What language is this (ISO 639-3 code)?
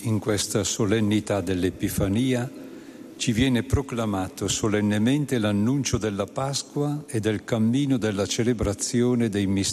ita